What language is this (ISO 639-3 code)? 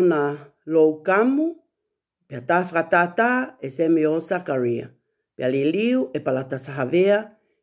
ton